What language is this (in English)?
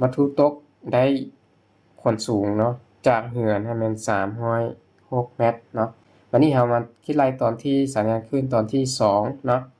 Lao